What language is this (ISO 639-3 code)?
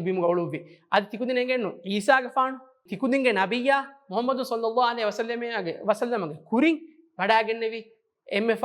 div